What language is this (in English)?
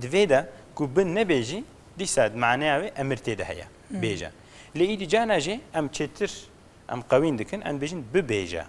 Kurdish